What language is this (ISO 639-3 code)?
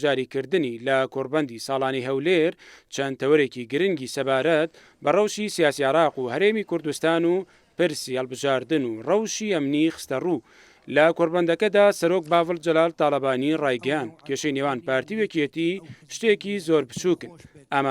ckb